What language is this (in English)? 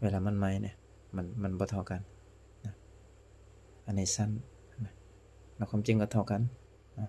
Lao